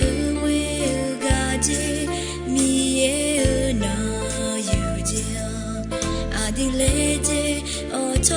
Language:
Akha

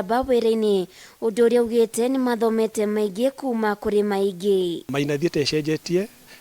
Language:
Kikuyu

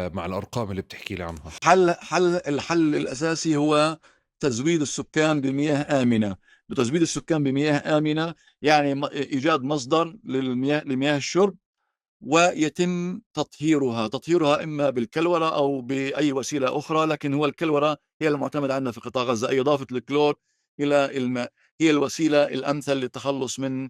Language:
North Levantine Arabic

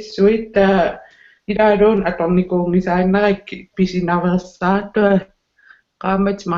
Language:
Kalaallisut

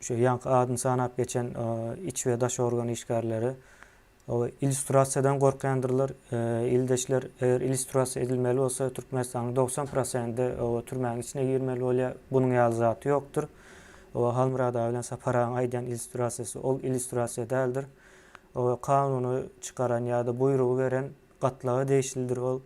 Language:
Turkmen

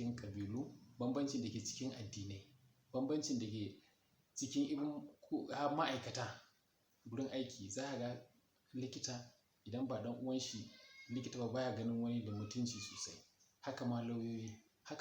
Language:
Hausa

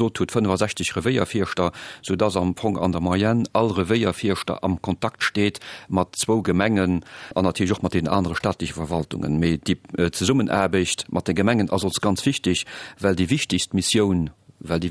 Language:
Luxembourgish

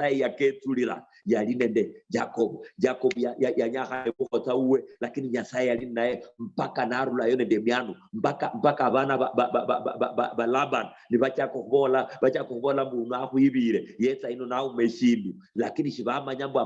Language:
Luyia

